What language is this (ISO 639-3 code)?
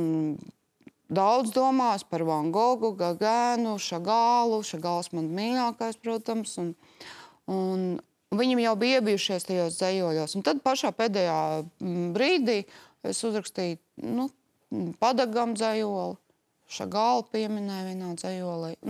lav